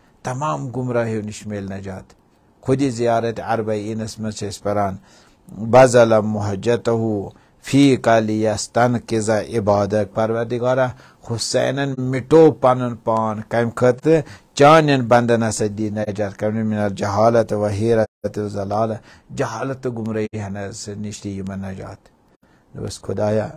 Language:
Kashmiri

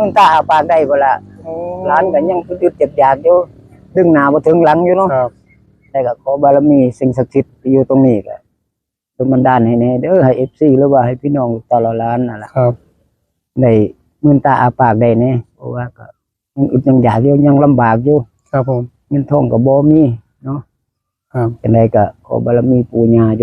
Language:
Northeastern Thai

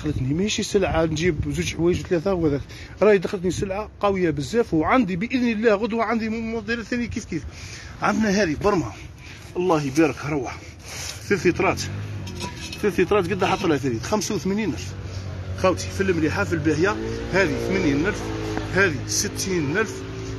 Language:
Algerian Arabic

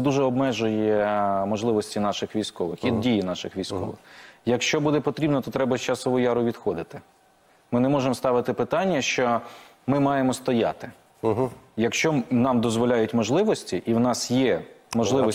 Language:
Ukrainian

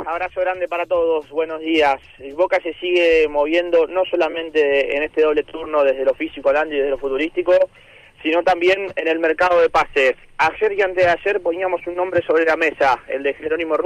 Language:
Spanish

